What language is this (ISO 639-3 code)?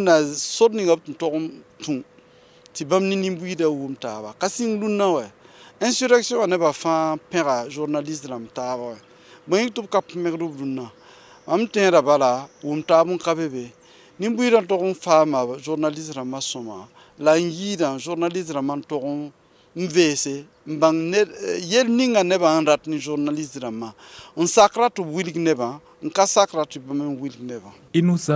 mos